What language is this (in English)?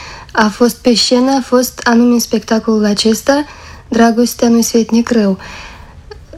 Romanian